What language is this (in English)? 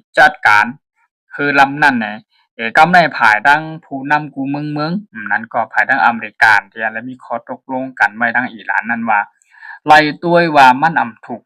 Shan